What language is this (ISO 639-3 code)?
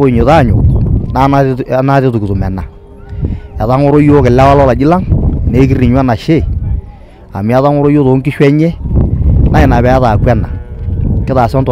mas